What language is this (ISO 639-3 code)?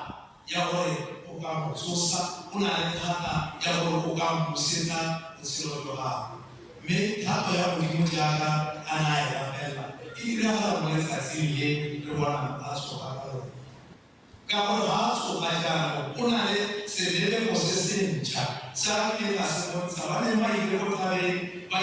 tsn